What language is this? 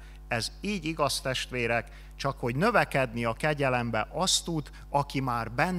Hungarian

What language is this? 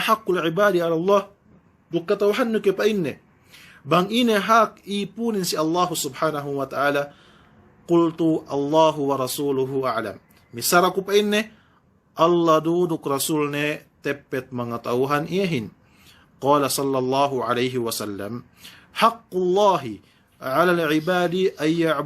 Yakan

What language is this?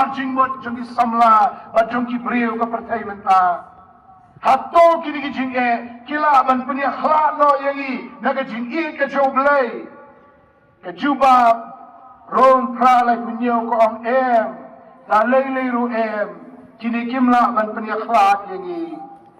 Khasi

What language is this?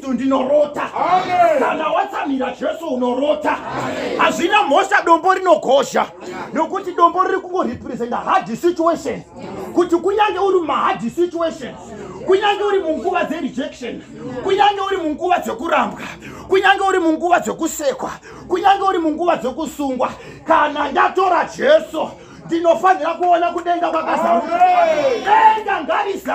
Shona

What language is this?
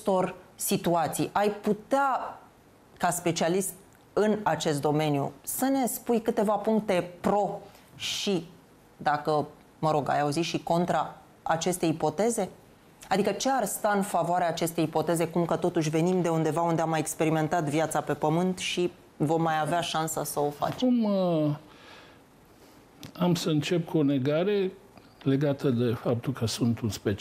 Romanian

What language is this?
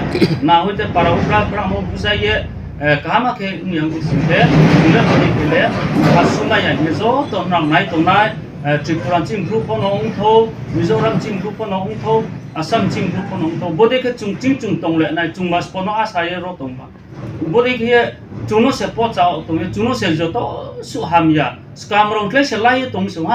Riang (India)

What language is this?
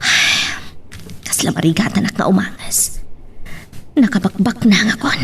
Iloko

